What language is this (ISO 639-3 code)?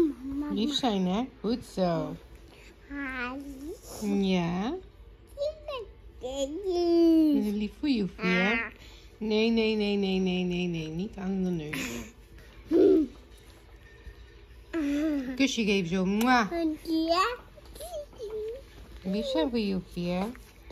nld